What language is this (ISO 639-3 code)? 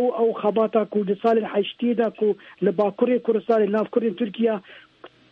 kur